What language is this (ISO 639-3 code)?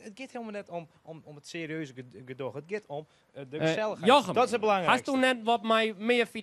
fry